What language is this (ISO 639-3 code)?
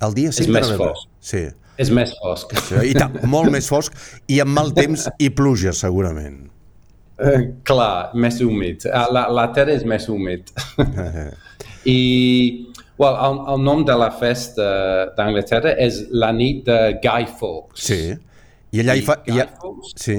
cat